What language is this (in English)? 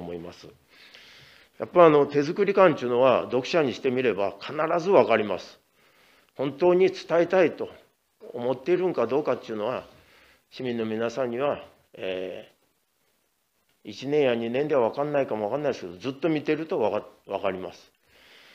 Japanese